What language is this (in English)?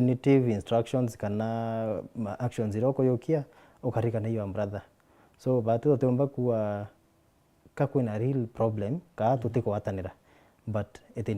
Meru